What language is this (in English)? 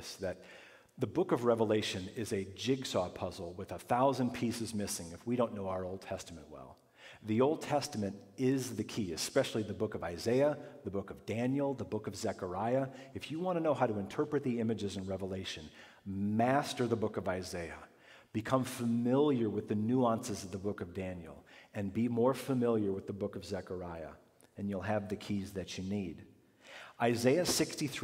English